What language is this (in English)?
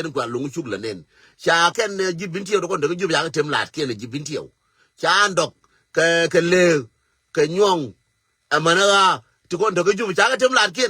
Nuer